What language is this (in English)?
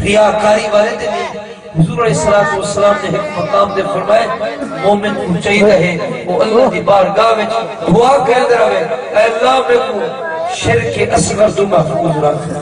Saraiki